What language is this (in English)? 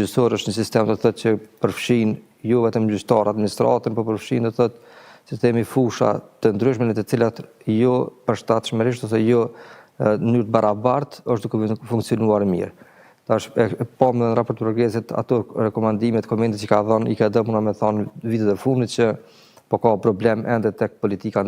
Albanian